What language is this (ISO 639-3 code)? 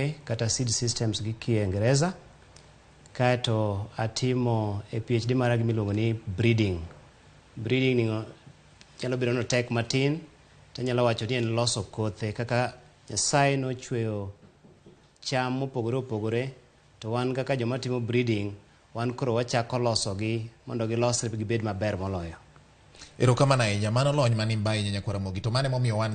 luo